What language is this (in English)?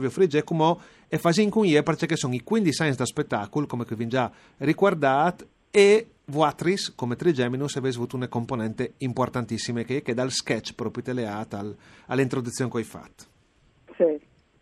Friulian